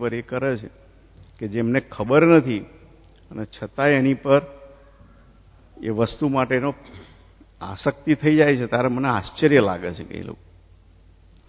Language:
Gujarati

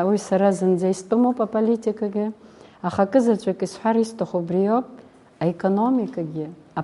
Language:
Abkhazian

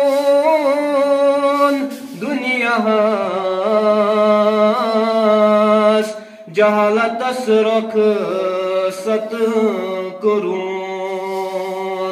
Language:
Kashmiri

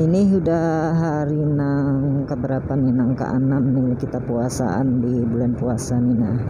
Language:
Banjar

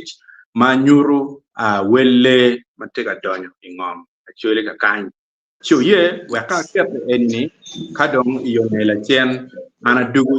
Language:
Acoli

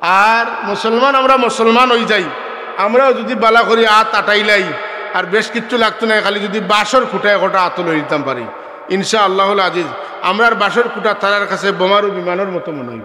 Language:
Sylheti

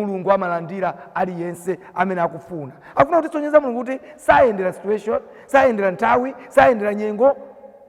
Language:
Nyanja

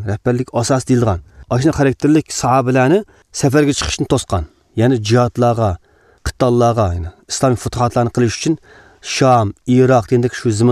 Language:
Uyghur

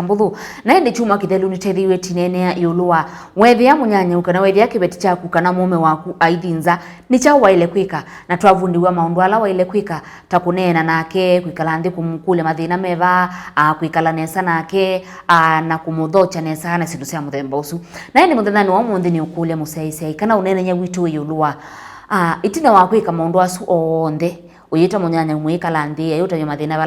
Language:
Kamba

